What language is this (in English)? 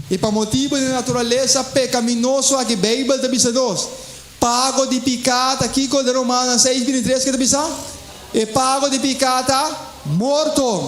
Papiamento